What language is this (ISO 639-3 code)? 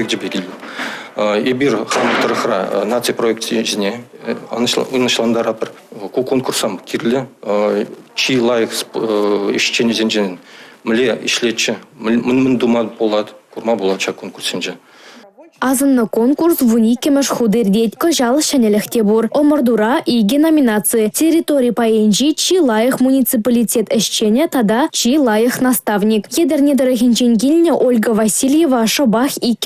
chv